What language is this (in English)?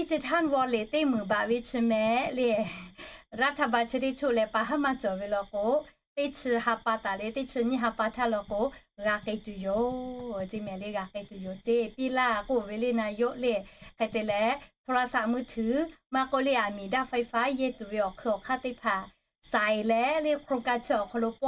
Lahu